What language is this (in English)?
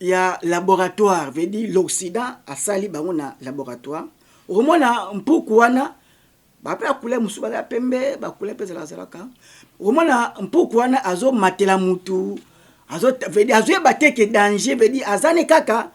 Lingala